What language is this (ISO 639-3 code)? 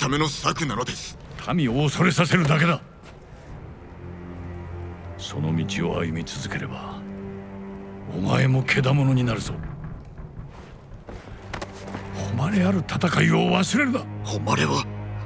jpn